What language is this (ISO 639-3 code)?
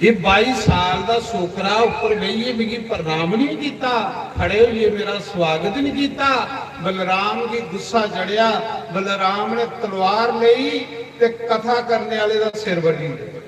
doi